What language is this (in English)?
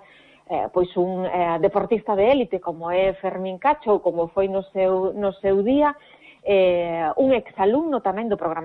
Galician